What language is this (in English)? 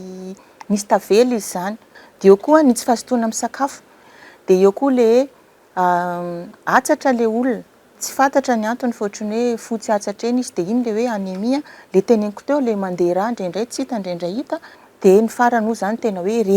Malagasy